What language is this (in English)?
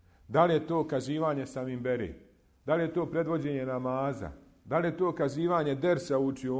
Bosnian